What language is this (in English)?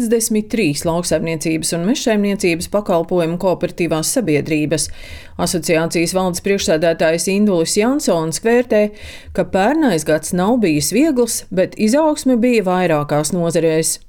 Latvian